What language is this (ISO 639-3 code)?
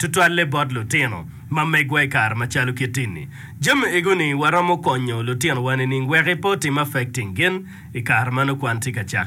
ach